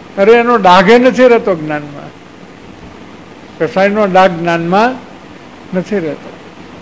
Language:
Gujarati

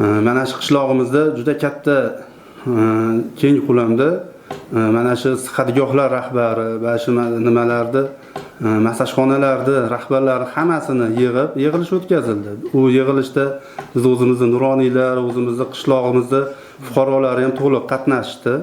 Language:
Uzbek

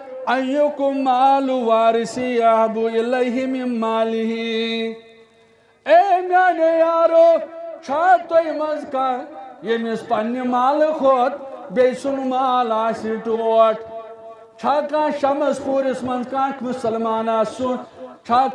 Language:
Kashmiri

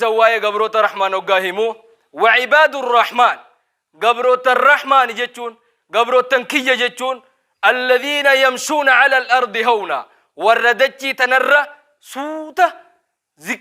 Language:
Oromo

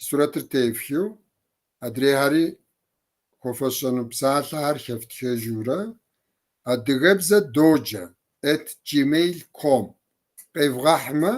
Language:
Kabardian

